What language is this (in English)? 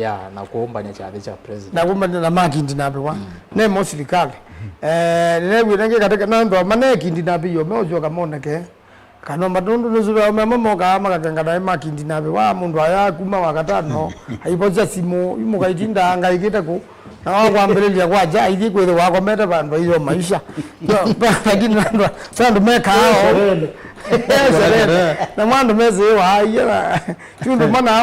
Kamba